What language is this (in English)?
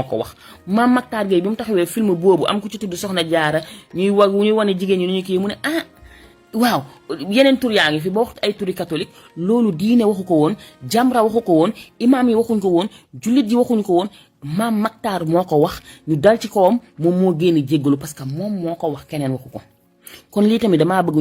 Wolof